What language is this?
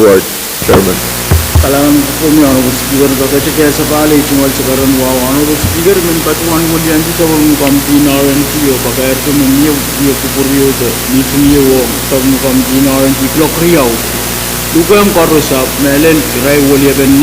Pohnpeian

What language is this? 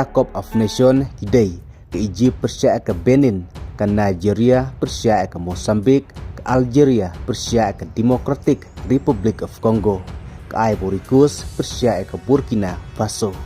Khasi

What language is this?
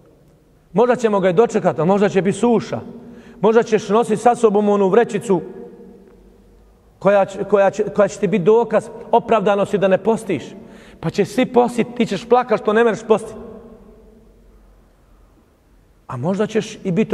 Bosnian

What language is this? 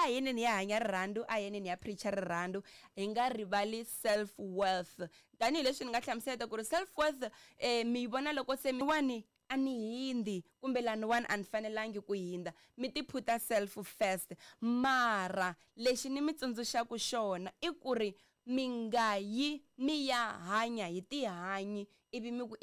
Tsonga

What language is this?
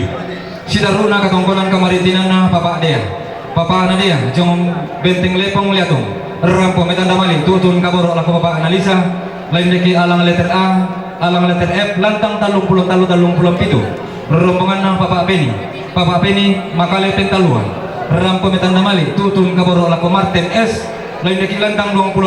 Toraja-Sa'dan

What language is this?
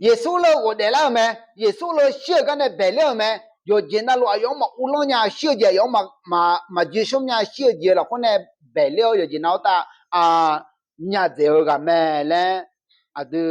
Akha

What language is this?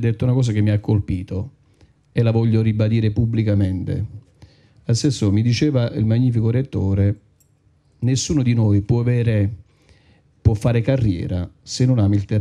Italian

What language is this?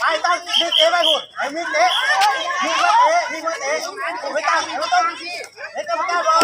Lao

